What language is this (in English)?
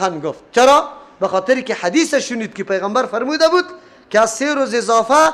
Persian